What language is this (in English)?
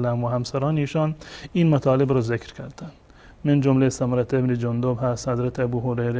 Persian